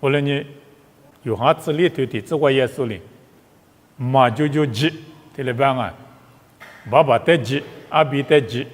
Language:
Lisu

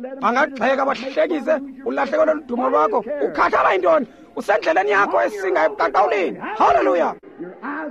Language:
Xhosa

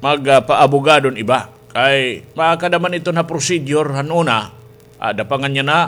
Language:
Waray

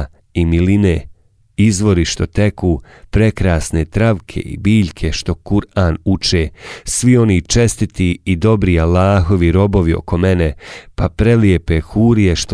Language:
Bosnian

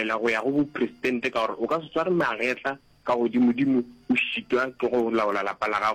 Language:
Northern Sotho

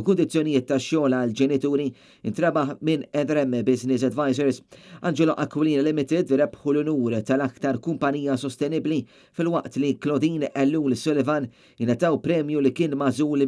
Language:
Maltese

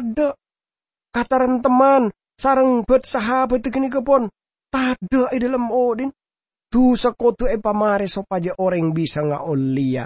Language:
Madurese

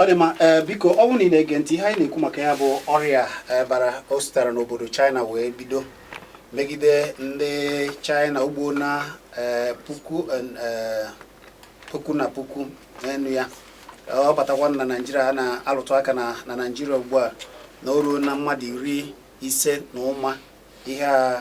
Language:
Igbo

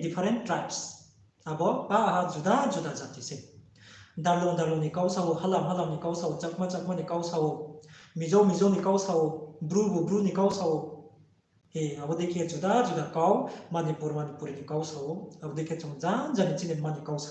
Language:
Riang (India)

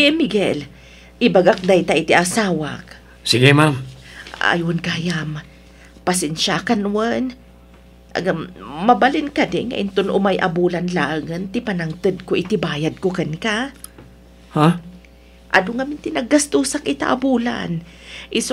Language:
Iloko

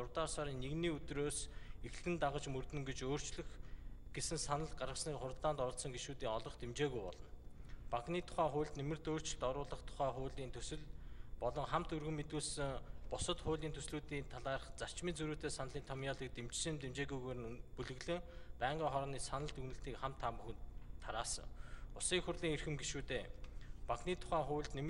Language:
Mongolian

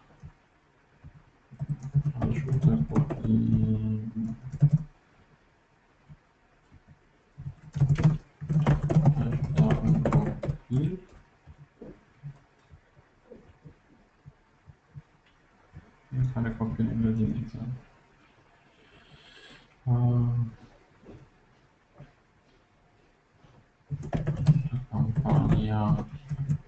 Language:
Romanian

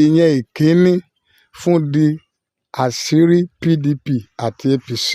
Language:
Yoruba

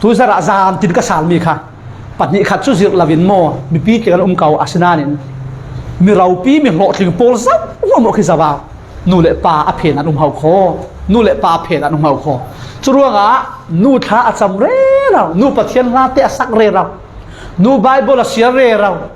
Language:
Falam Chin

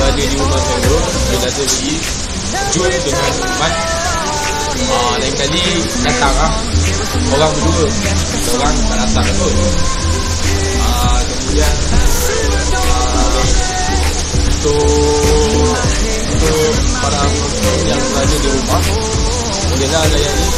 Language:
Malay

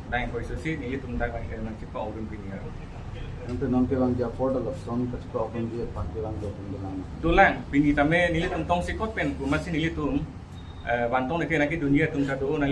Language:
Karbi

